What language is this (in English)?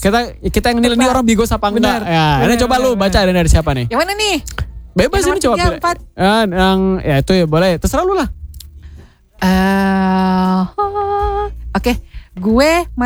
Indonesian